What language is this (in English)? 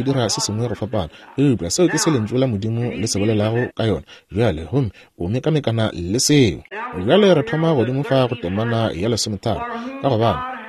Northern Sotho